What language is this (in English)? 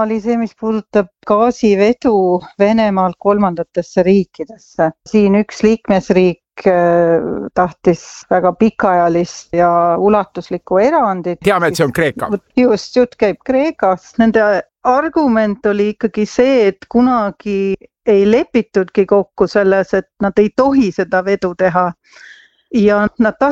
Estonian